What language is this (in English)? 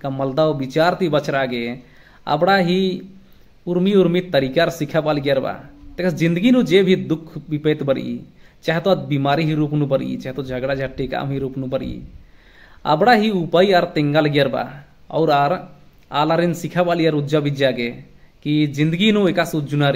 Kurukh